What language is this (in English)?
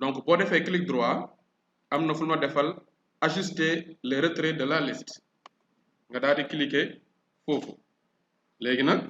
Wolof